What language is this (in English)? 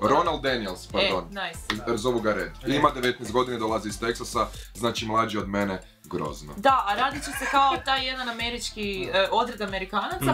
Croatian